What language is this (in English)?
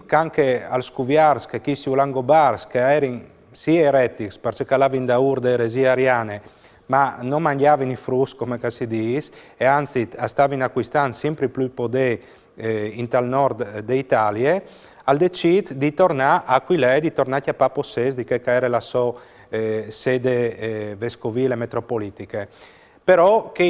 Friulian